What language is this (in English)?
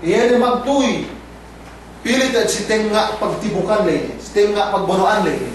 Yakan